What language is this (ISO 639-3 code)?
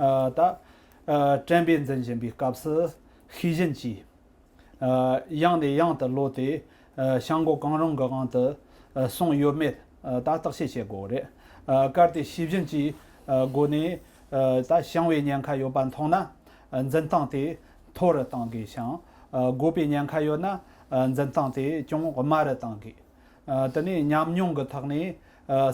bod